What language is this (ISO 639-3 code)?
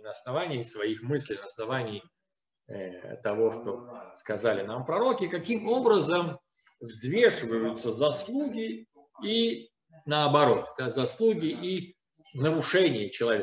rus